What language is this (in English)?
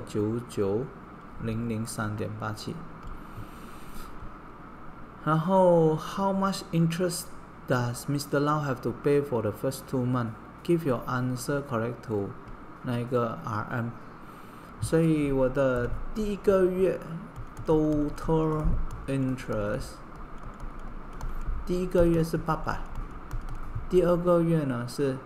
Chinese